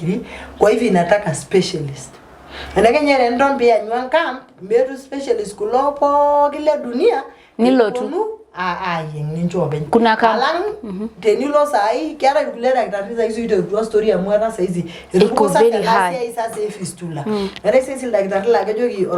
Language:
Masai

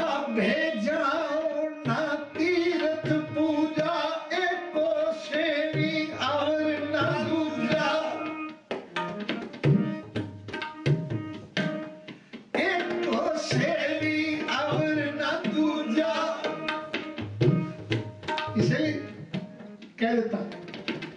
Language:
Punjabi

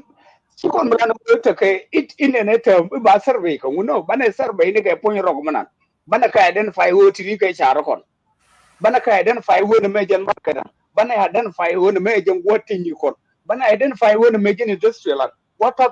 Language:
Nuer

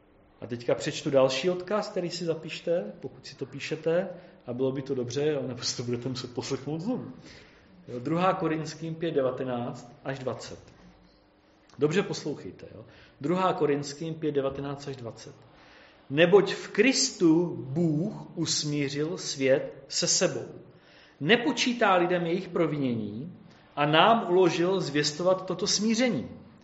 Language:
Czech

